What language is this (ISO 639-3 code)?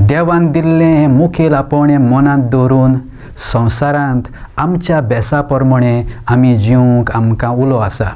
kok